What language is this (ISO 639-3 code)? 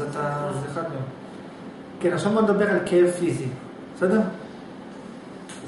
heb